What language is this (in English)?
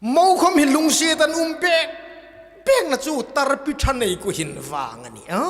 Hmar